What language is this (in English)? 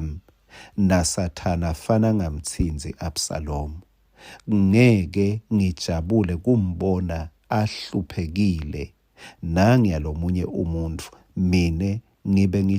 Swati